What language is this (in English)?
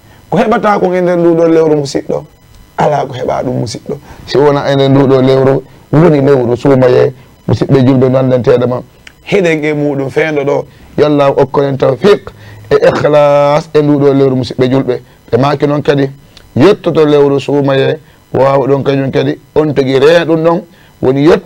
Fula